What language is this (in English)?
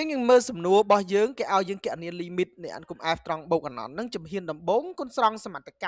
Khmer